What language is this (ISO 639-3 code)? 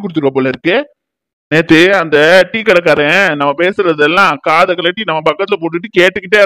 tam